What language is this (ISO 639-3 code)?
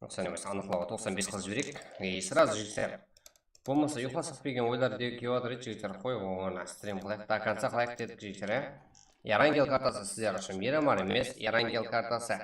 kaa